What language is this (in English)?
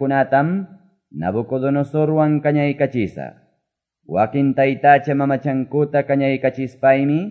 Quechua